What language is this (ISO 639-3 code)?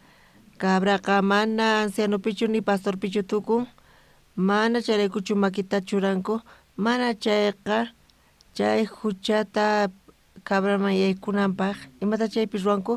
quh